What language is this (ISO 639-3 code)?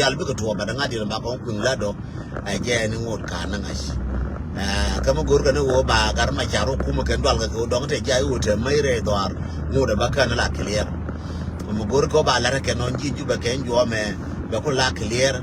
nus